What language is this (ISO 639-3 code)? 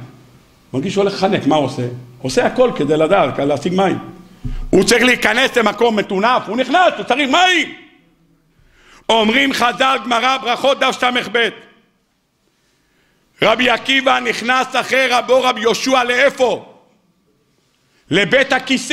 heb